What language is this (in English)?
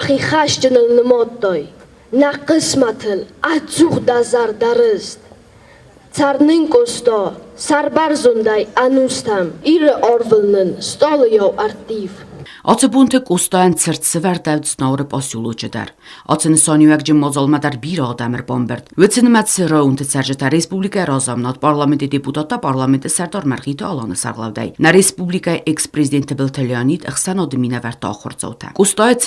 Ossetic